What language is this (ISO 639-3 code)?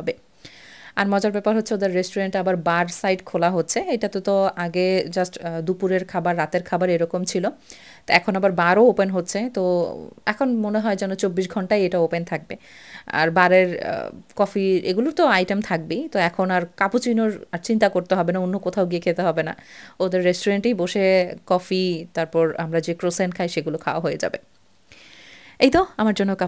ben